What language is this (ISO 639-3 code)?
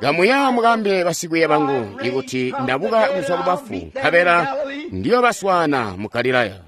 toi